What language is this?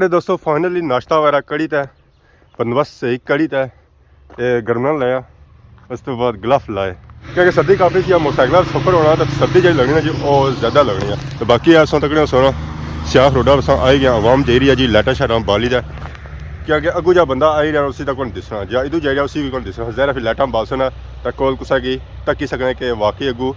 Pahari-Potwari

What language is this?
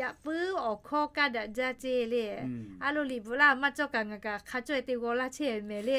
Lahu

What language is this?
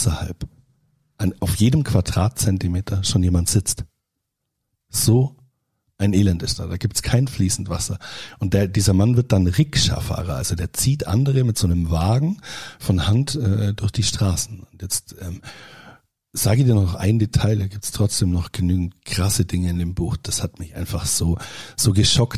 German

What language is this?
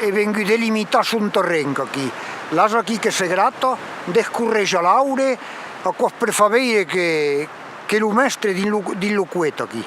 Occitan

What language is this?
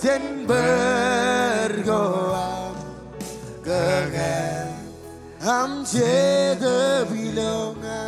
Marshallese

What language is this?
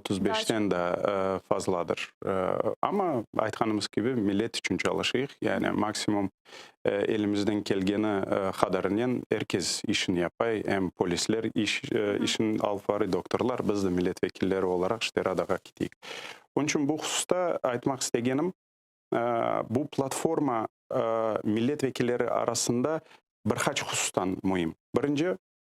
Crimean Tatar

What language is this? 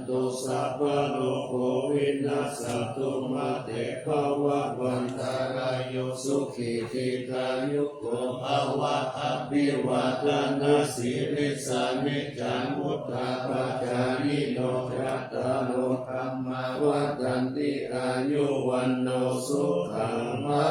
Pali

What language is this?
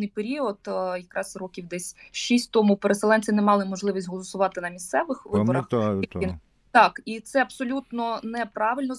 Ukrainian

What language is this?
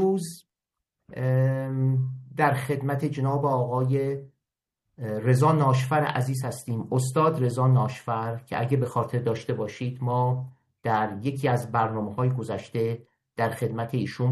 Persian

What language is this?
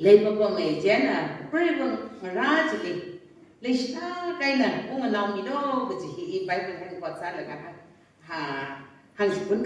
Tangkhul Naga (India)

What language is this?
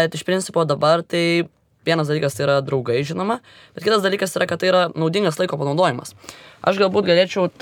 Lithuanian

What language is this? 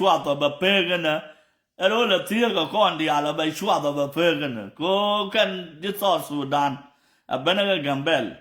Nuer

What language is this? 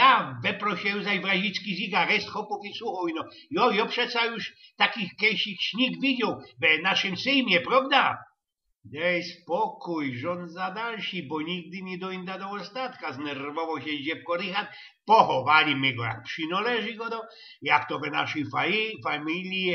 Silesian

